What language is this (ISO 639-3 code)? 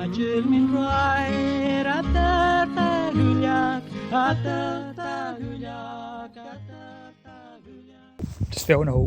gla